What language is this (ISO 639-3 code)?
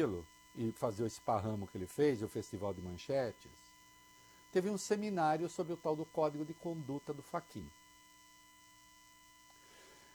por